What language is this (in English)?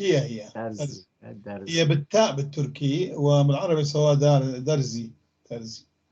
North Levantine Arabic